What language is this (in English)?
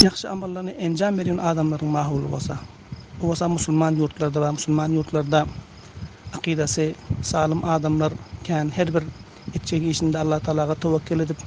Turkmen